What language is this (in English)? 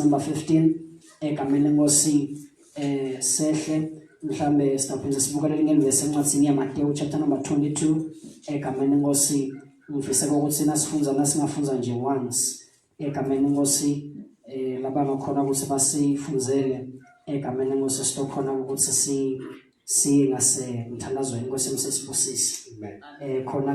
Zulu